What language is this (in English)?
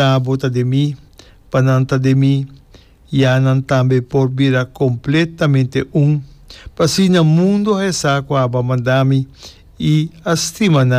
Papiamento